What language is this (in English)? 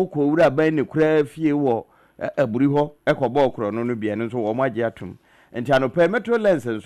Akan